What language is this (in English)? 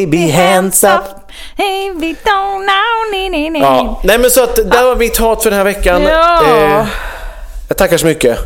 Swedish